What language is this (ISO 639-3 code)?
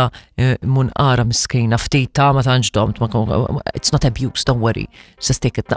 mlt